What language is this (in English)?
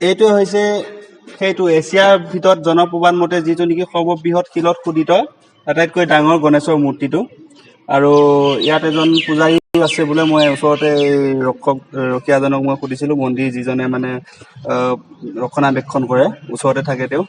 Assamese